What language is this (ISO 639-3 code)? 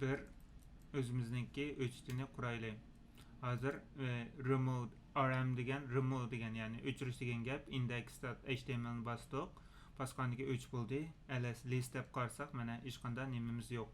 uig